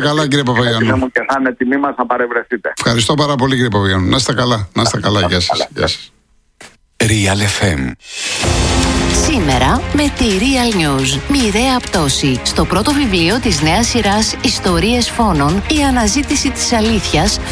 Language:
Greek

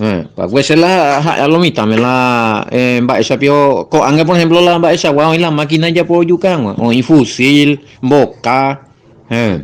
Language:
Guarani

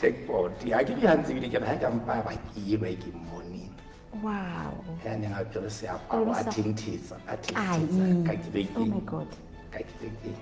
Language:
Southern Sotho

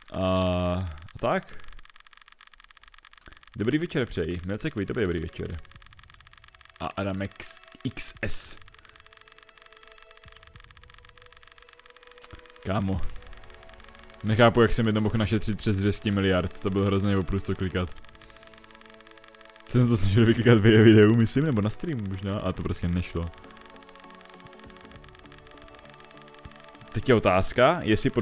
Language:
Czech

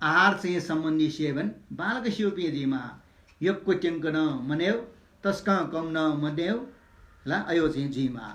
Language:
Newari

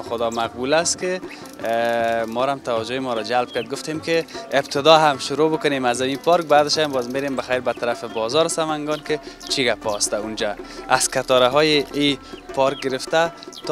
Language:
Persian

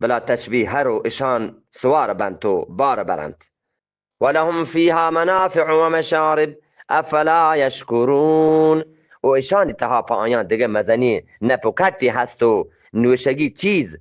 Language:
Eastern Balochi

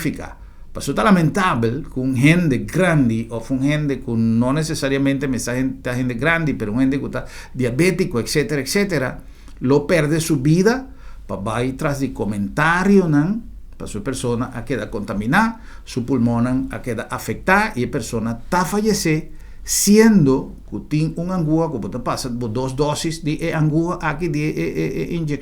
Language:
Papiamento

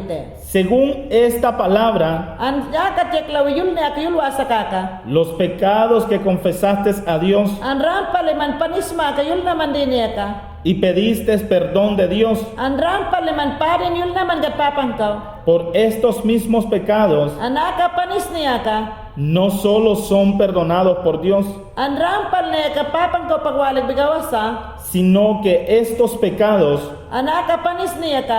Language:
Mayangna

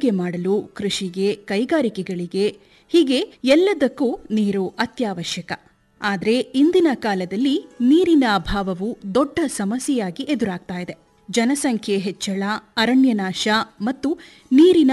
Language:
Kannada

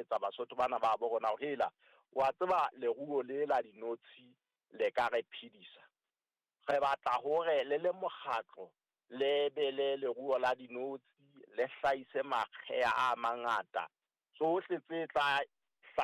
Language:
Southern Sotho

